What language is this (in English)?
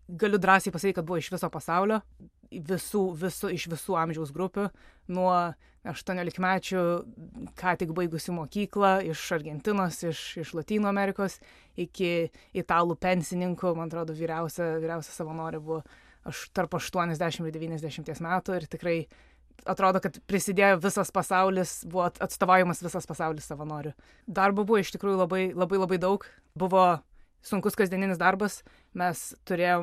Lithuanian